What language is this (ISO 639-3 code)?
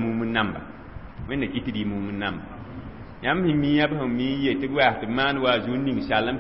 mos